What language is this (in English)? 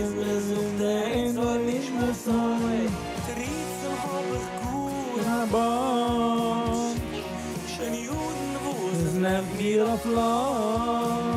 Yiddish